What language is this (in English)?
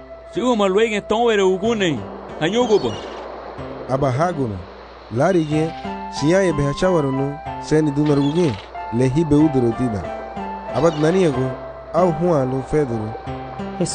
Garifuna